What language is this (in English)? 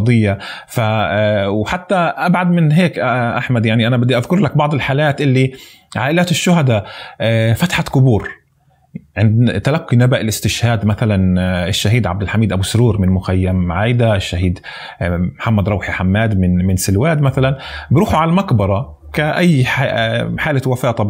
North Levantine Arabic